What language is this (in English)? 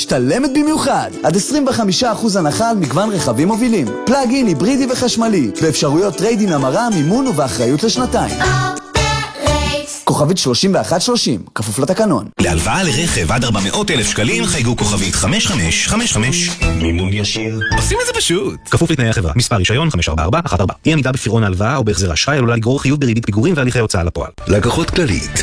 Hebrew